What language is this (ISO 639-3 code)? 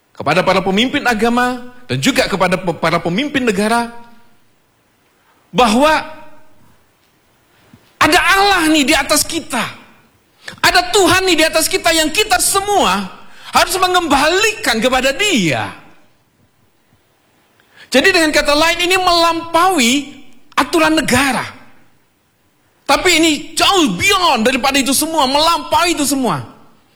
ind